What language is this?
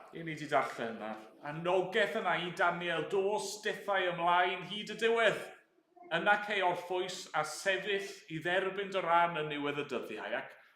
Welsh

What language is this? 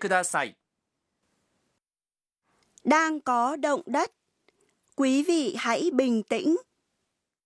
Vietnamese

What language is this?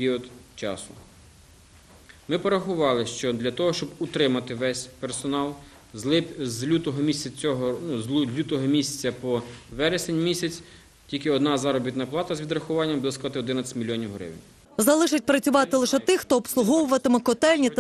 Ukrainian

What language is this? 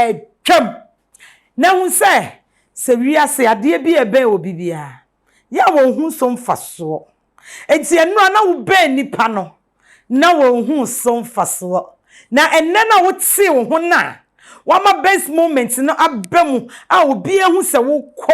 Akan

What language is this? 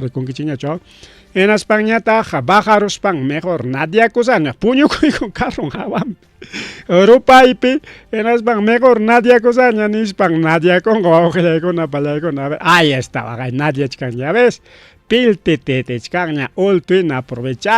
Ayacucho Quechua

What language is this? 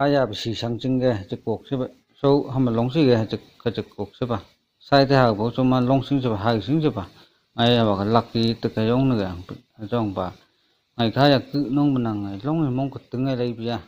Phom Naga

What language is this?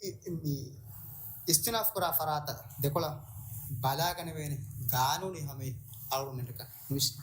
Divehi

